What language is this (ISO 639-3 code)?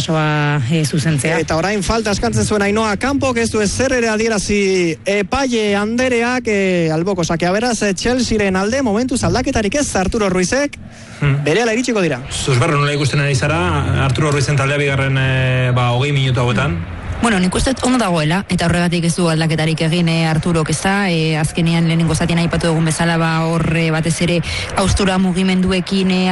eus